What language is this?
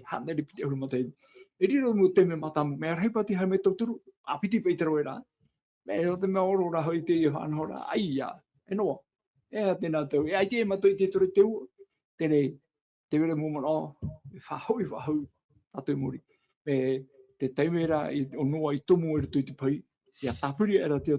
Tahitian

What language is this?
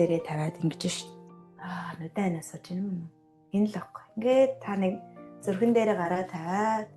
Mongolian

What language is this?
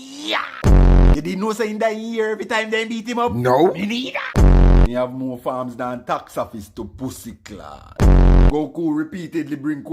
Jamaican Creole English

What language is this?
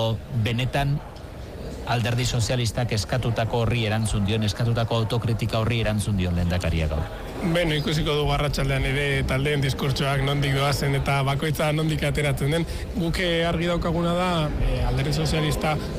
Basque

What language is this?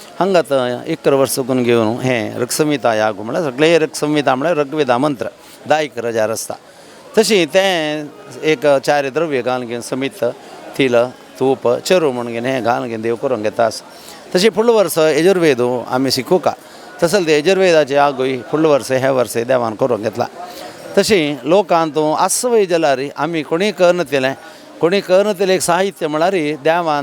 Konkani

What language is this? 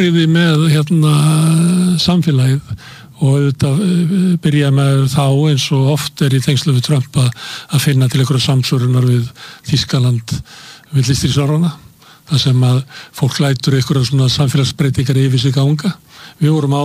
Icelandic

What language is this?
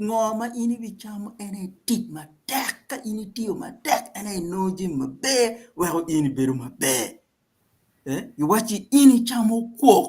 Acoli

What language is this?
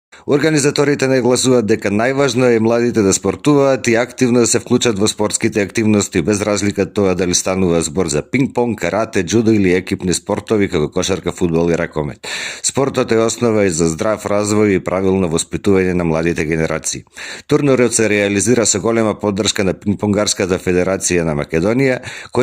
Macedonian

